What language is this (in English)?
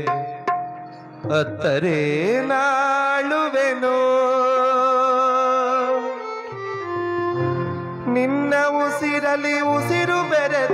Kannada